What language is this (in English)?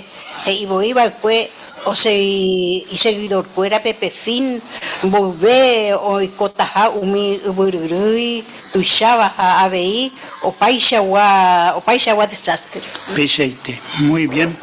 Guarani